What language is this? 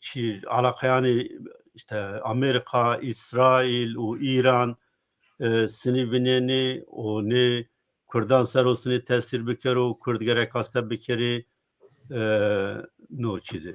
Zaza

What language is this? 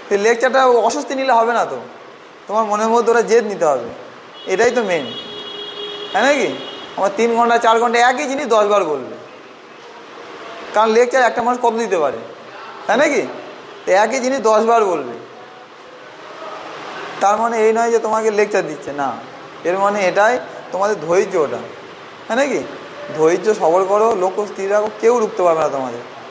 Bangla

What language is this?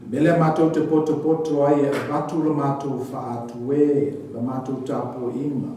Samoan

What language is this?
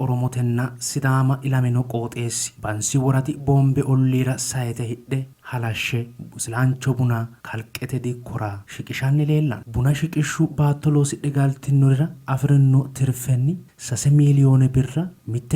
Sidamo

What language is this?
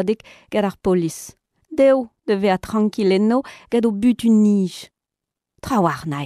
Breton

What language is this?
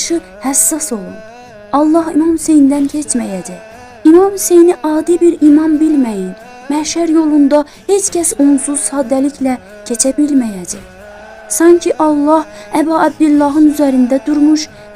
Azerbaijani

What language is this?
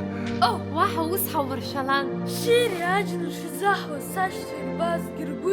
Abkhazian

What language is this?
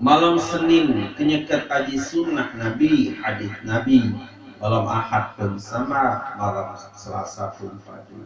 Sasak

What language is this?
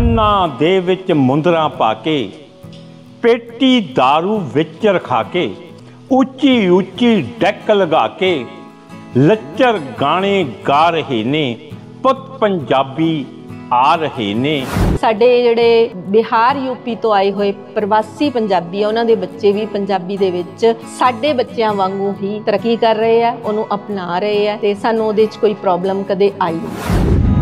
Punjabi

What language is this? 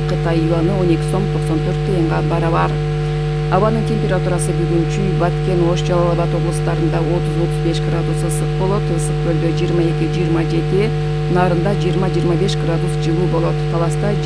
Kyrgyz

